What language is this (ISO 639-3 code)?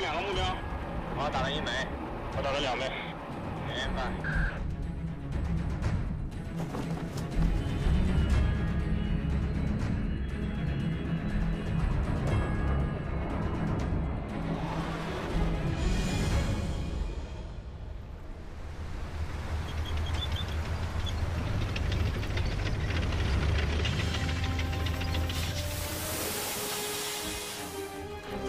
zho